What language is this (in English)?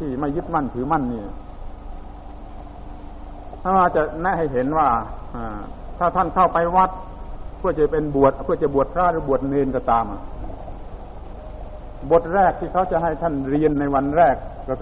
Thai